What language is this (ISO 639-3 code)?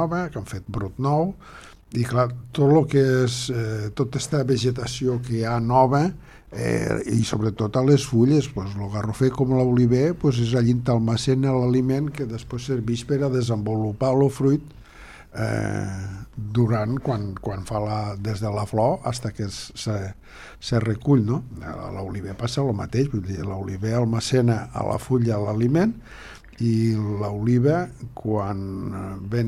cat